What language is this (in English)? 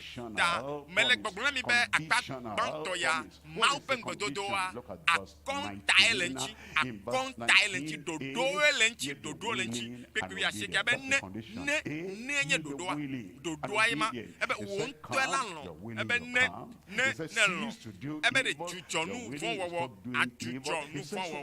Ewe